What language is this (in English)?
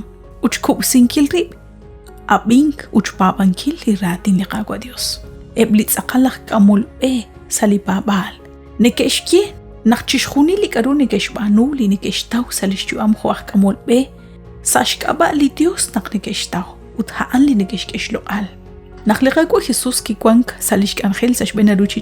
Kekchí